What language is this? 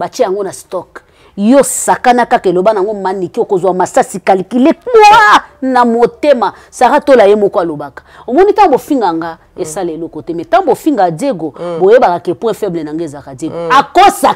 Lingala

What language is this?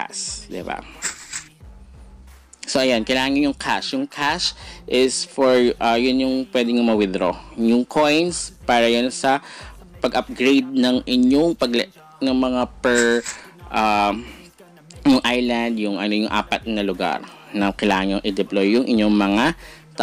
Filipino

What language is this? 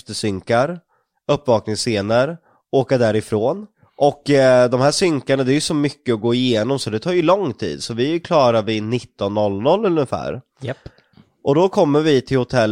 Swedish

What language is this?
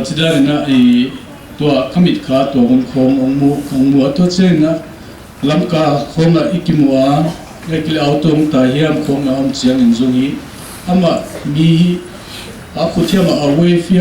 Paite Chin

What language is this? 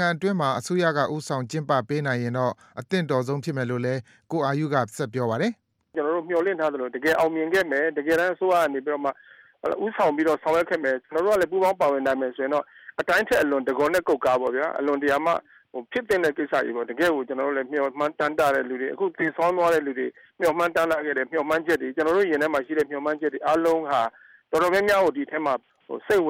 Burmese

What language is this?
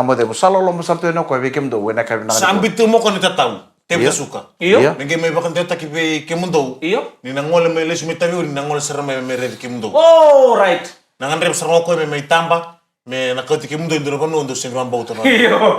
Fijian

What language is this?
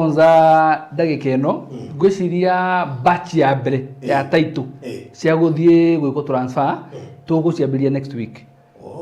Kikuyu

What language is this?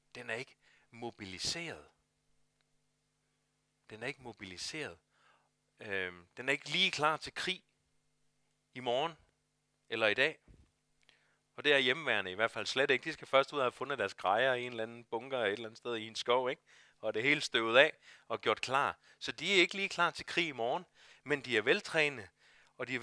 Danish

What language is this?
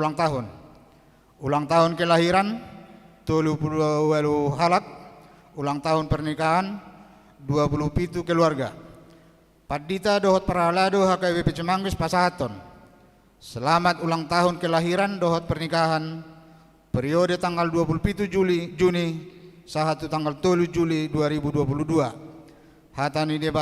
Batak Toba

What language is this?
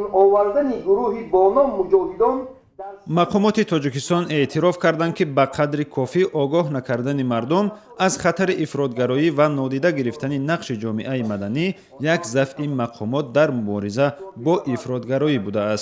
Tajik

